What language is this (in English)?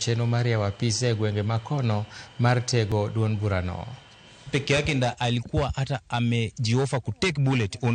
Luo (Kenya and Tanzania)